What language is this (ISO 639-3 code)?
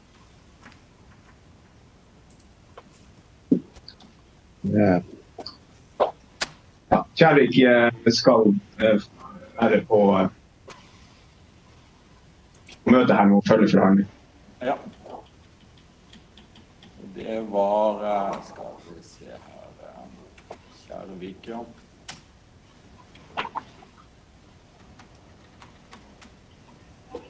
nor